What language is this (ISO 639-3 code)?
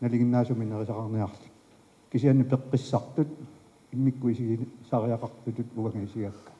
kal